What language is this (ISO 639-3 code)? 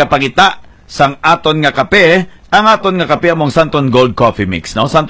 hil